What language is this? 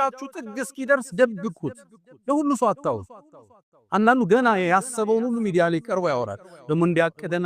Amharic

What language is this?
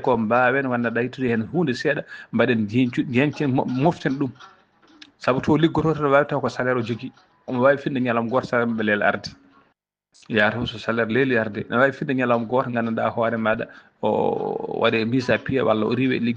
Fula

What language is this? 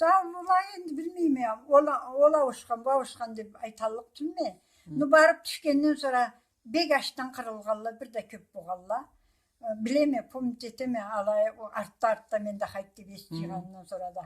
Karachay-Balkar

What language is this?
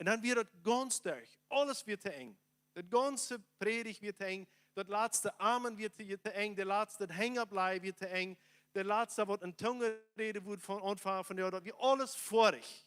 Plautdietsch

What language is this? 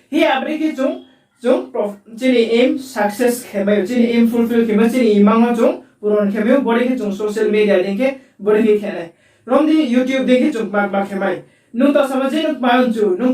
Riang (India)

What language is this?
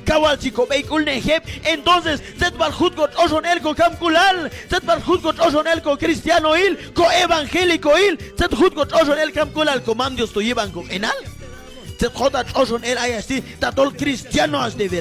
Q'anjob'al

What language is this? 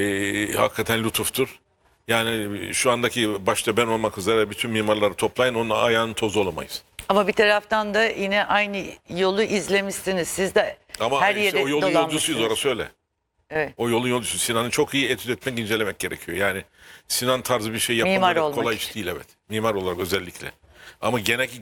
Turkish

